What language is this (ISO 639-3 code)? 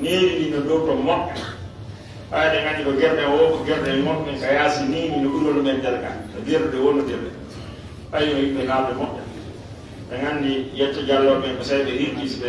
ful